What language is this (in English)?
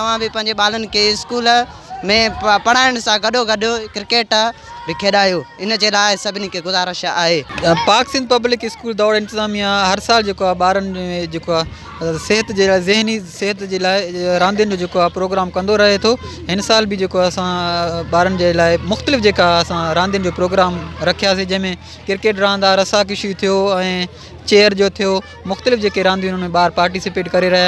Sindhi